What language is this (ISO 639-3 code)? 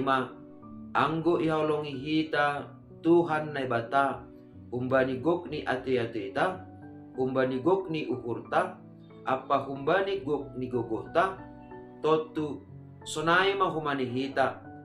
bts